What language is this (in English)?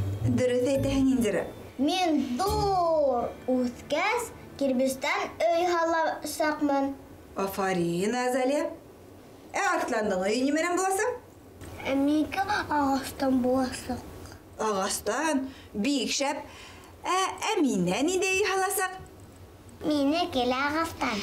Bashkir